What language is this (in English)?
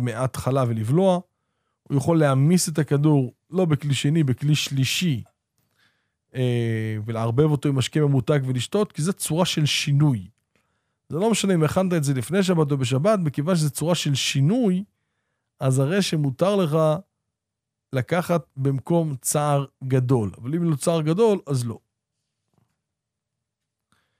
Hebrew